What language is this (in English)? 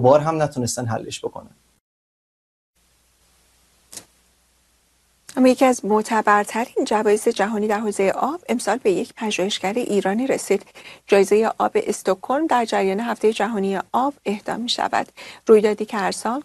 Persian